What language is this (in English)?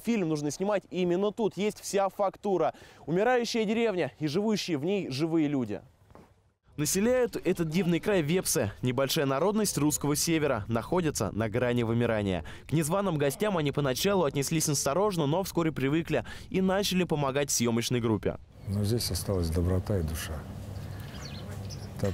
Russian